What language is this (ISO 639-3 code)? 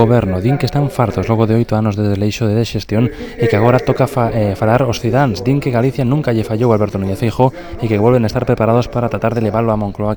glg